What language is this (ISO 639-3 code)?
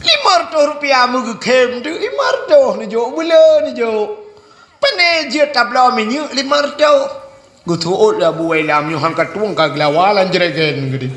ace